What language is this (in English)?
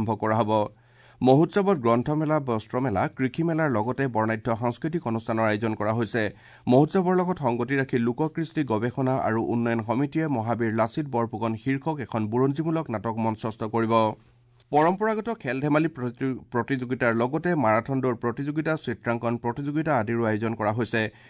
Assamese